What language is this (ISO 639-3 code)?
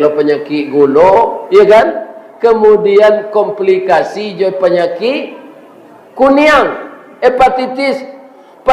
min